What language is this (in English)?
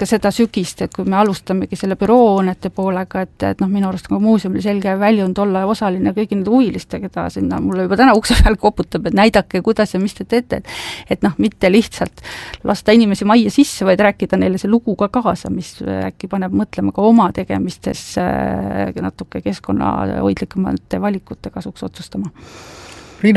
Estonian